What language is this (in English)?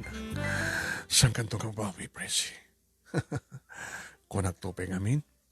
Iloko